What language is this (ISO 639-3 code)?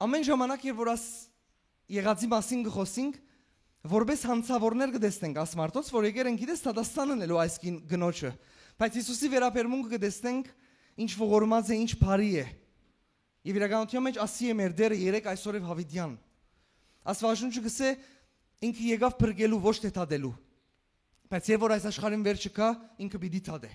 hyw